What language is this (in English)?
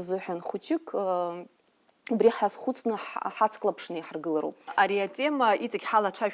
Abkhazian